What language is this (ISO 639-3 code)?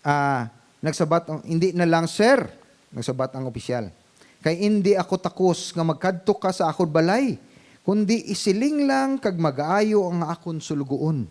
hil